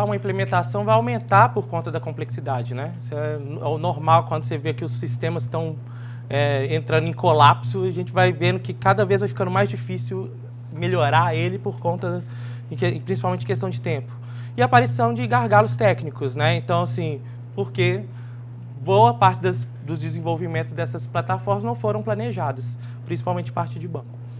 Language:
Portuguese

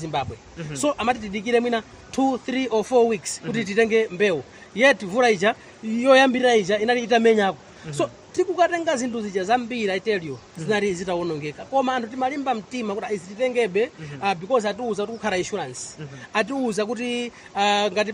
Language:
Nyanja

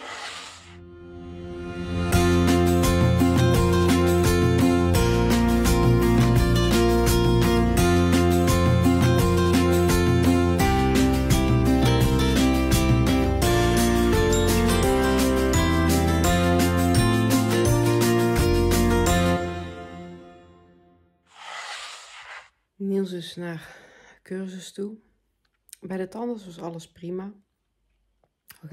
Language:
Dutch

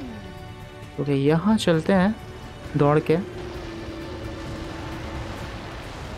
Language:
Hindi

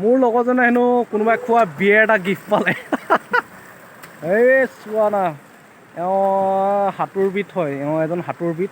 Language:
Assamese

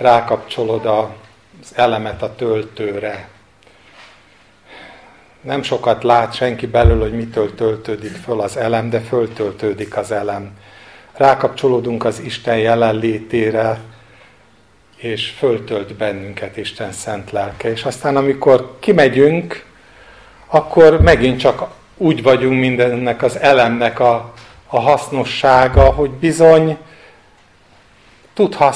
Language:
Hungarian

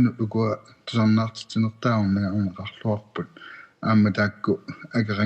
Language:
Kalaallisut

